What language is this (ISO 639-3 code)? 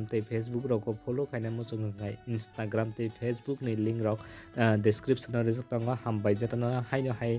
trp